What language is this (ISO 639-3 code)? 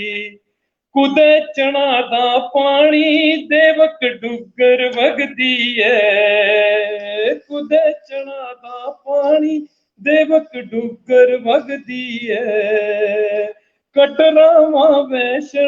doi